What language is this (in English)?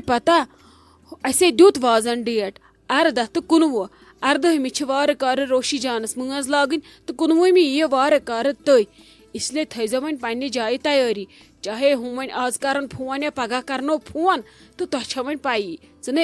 Kashmiri